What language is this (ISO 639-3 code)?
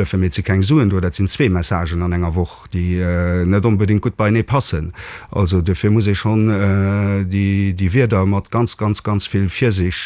ltz